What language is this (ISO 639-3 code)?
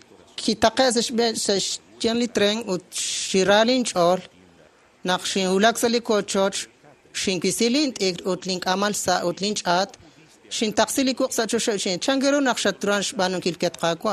kek